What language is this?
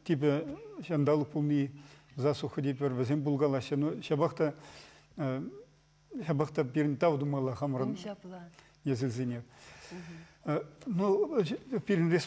Chuvash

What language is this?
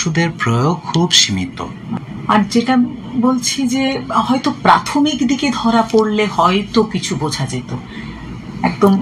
Bangla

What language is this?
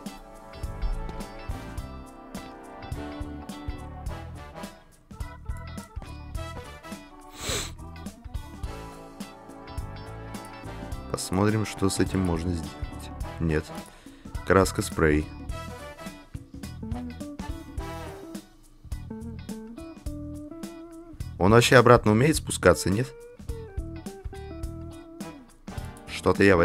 Russian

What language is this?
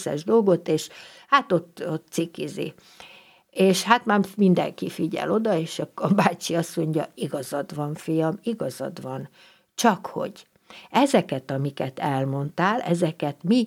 Hungarian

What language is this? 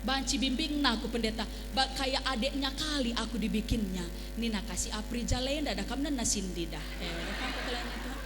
Batak Karo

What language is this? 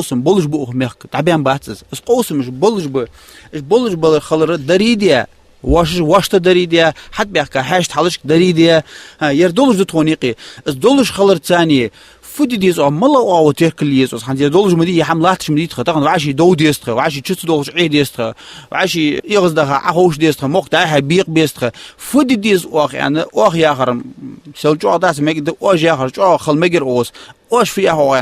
Ingush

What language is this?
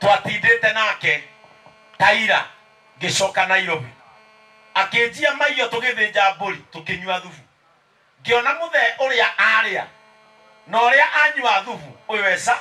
Kikuyu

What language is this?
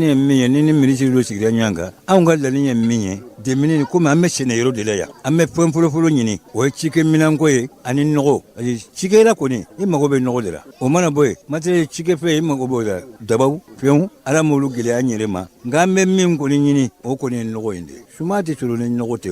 Bambara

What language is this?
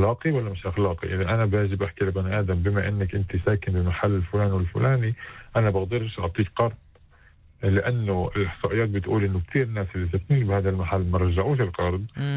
North Levantine Arabic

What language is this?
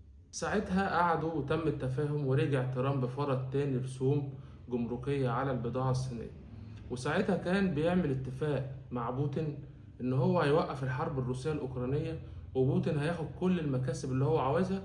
Egyptian Arabic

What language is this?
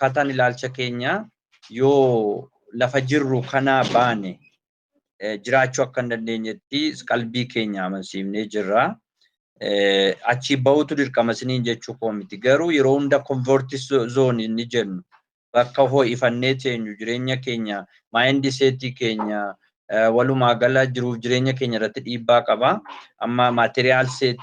Oromo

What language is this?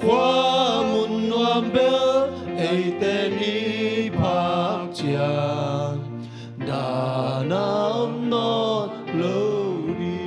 Tedim Chin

